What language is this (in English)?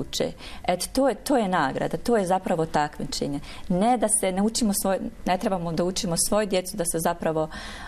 Bosnian